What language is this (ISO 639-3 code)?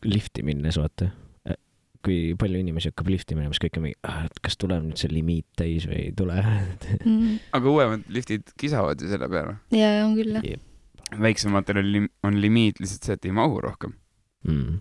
est